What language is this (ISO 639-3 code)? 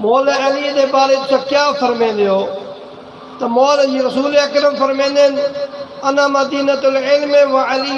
skr